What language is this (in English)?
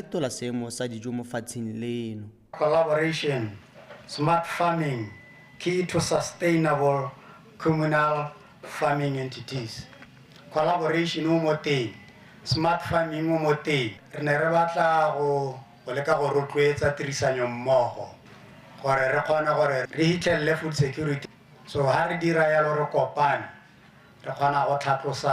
Tswana